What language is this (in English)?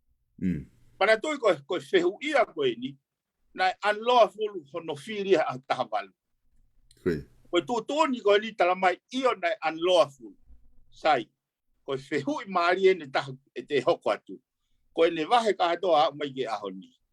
Tongan